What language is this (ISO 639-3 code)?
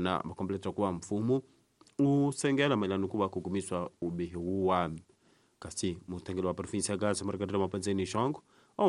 tso